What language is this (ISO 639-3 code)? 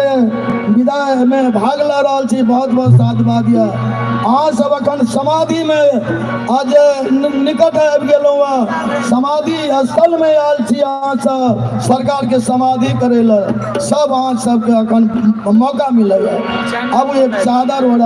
mai